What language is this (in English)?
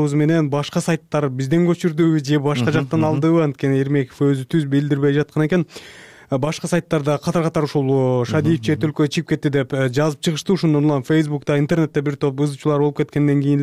Kyrgyz